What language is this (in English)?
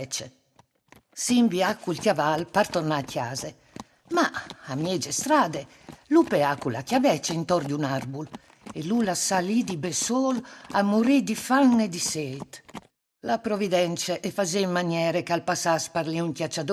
Friulian